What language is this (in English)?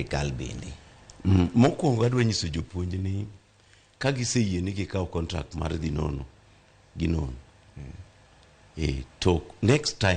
Luo (Kenya and Tanzania)